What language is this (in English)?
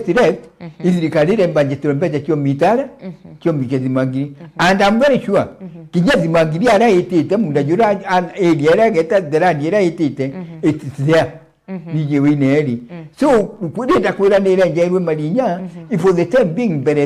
Meru